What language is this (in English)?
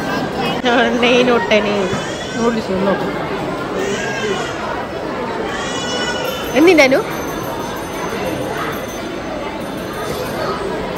Malayalam